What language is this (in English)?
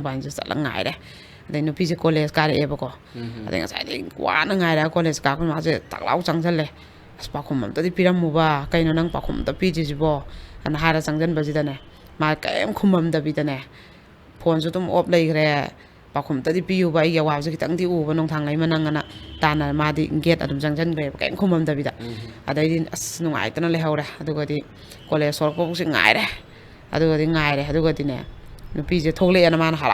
Manipuri